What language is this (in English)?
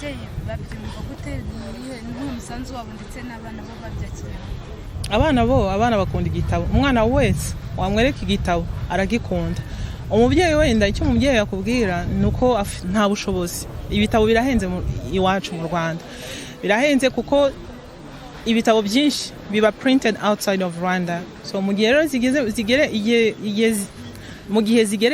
Kinyarwanda